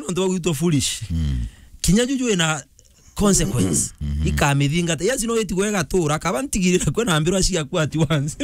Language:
Meru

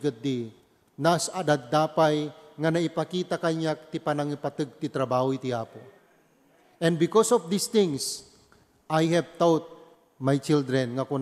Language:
Iloko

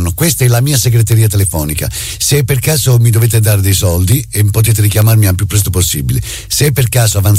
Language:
Italian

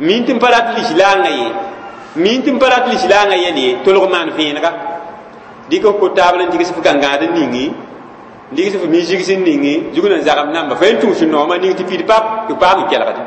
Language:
Mossi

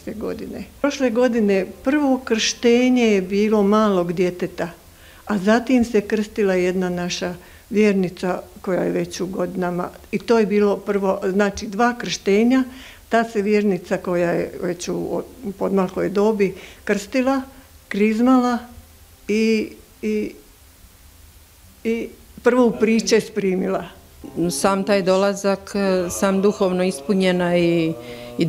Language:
Croatian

